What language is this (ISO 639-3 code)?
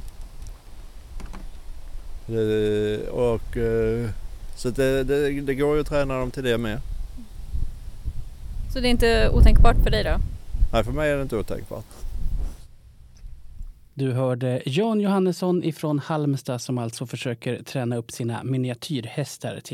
swe